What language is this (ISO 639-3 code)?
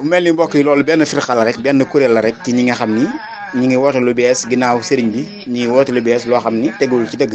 wol